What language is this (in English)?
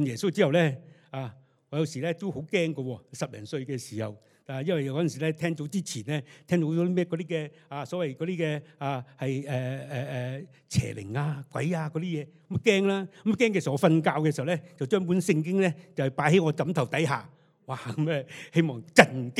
Cantonese